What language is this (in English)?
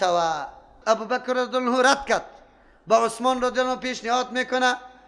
Persian